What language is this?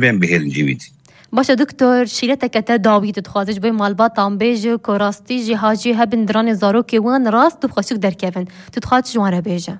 Kurdish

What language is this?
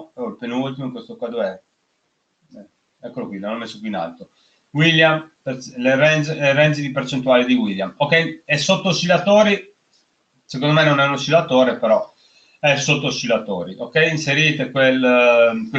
Italian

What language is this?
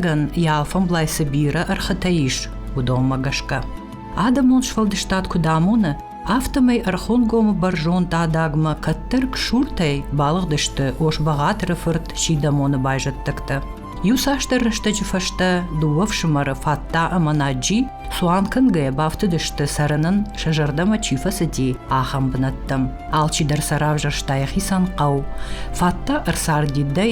Ossetic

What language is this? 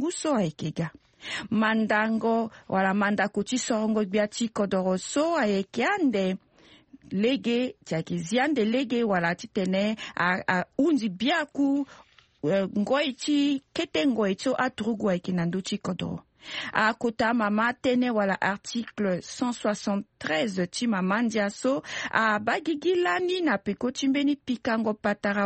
Sango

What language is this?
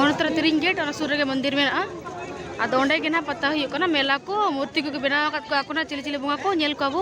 Santali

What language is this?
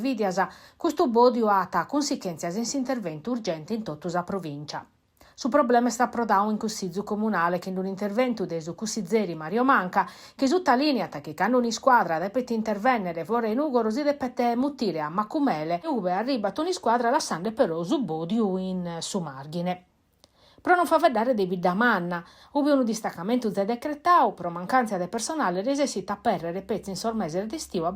Sardinian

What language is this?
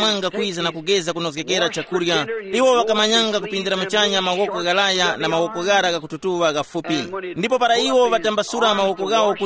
Tumbuka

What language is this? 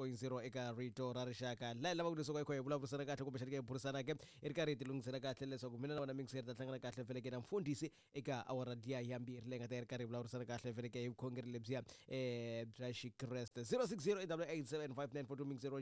Tsonga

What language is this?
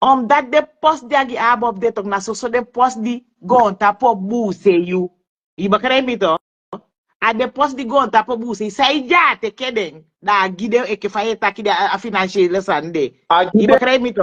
Sranan Tongo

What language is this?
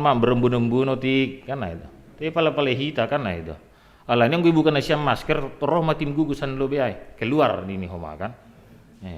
Batak Simalungun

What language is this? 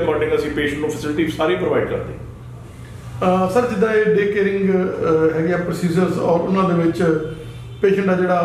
Punjabi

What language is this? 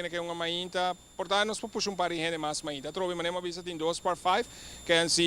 Papiamento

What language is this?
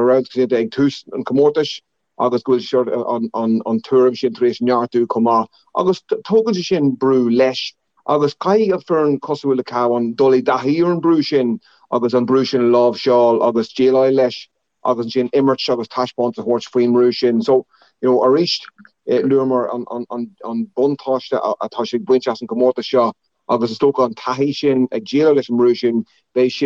Irish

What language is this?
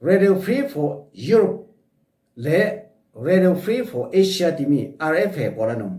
Falam Chin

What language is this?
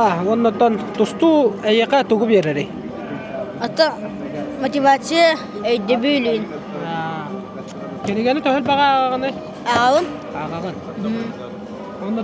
Yakut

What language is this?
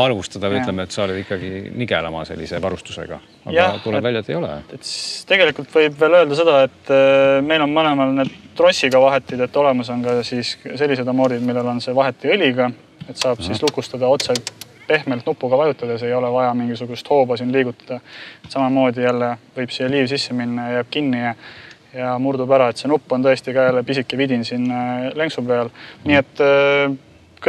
Estonian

